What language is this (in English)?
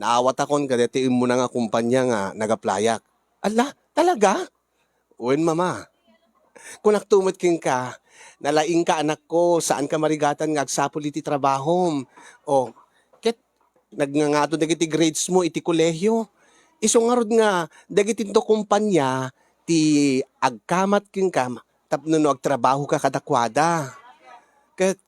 Iloko